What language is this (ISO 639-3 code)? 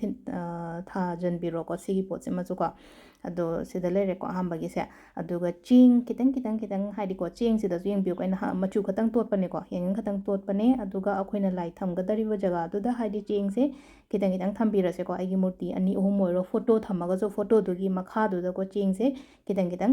mni